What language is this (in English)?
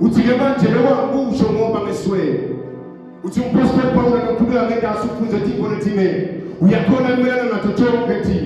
Swati